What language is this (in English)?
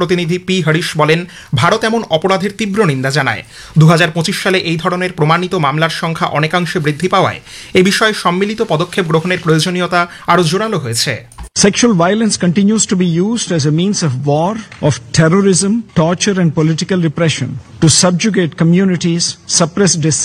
Bangla